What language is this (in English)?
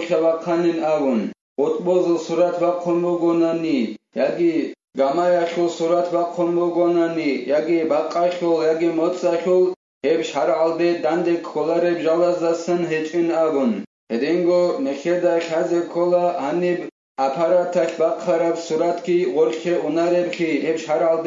Avaric